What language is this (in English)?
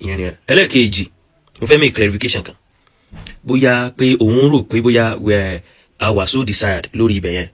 Yoruba